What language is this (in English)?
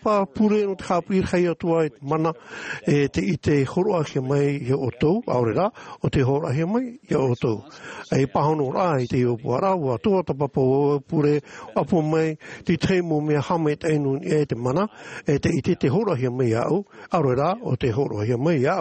Tahitian